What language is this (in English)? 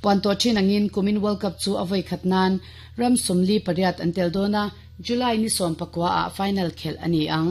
Mizo